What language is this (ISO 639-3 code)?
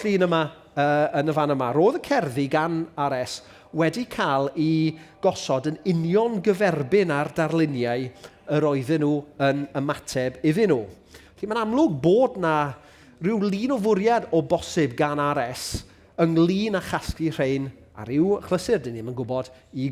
cym